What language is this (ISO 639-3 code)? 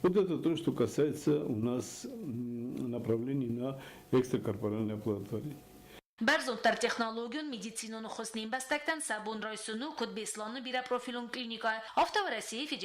oss